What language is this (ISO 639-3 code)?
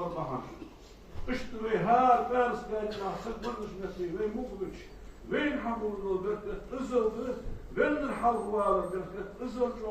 inh